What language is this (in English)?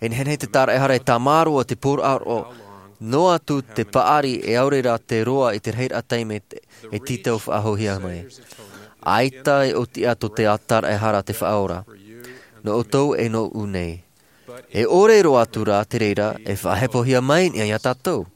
Tahitian